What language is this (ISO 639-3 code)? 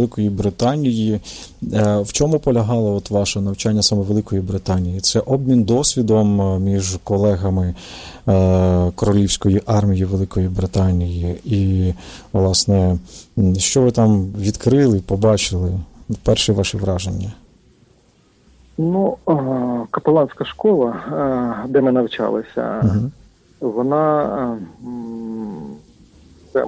ukr